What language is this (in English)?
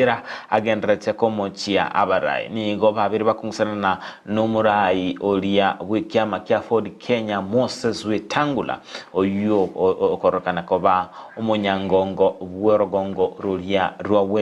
Gusii